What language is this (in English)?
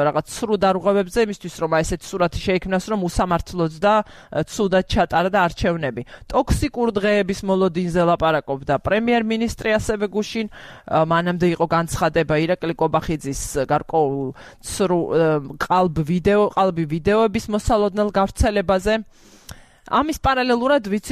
Georgian